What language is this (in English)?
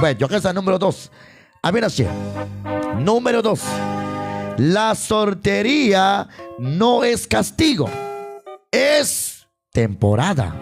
Kekchí